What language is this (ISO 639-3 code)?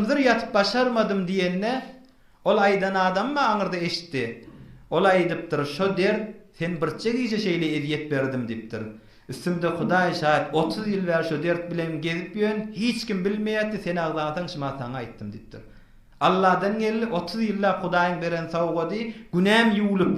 tuk